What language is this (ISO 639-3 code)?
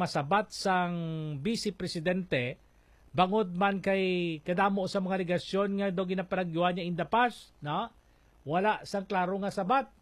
hil